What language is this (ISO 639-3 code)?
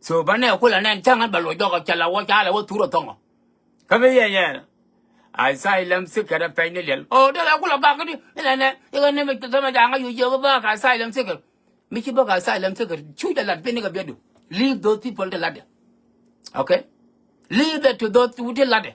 nus